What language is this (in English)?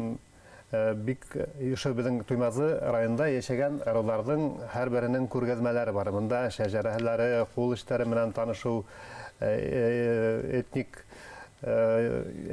Bashkir